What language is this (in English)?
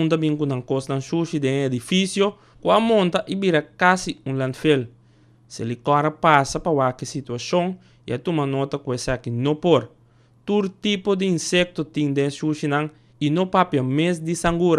Papiamento